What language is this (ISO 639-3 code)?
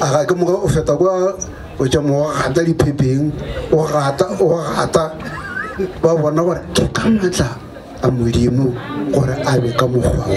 nso